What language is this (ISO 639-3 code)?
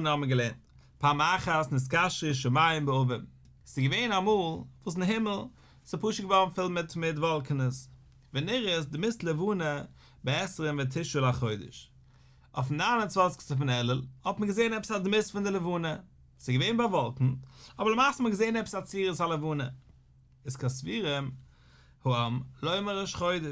yid